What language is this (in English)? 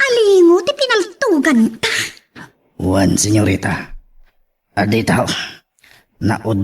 Iloko